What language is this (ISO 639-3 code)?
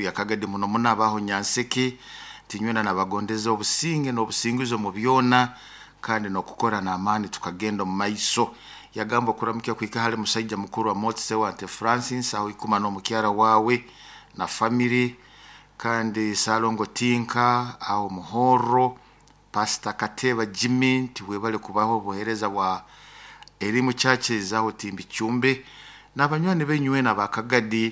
nyo